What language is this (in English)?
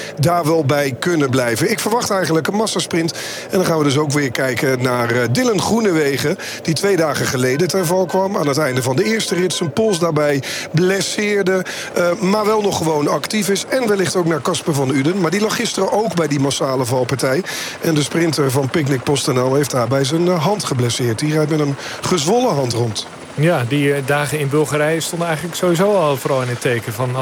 Dutch